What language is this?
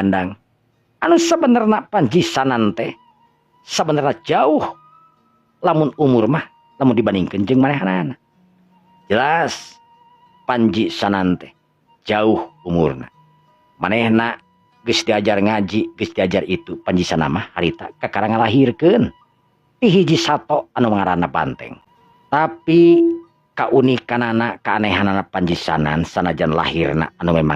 Sundanese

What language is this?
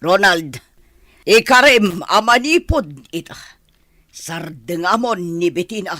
Iloko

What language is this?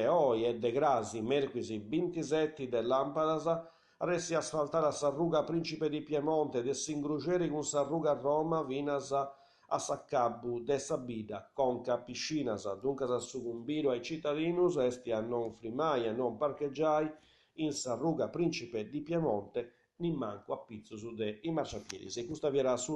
Sardinian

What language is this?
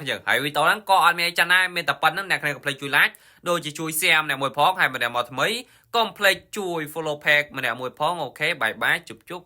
Khmer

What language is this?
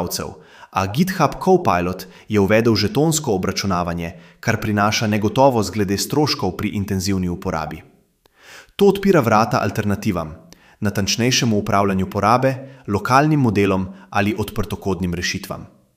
Slovenian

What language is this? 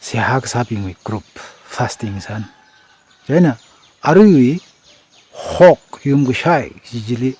Tangkhul Naga (India)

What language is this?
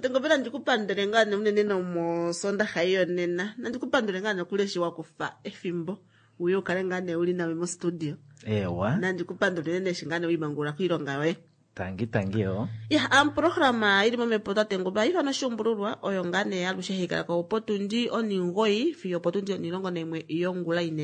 Kuanyama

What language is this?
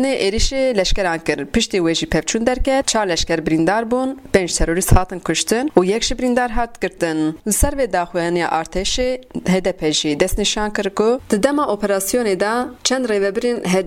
Kurdish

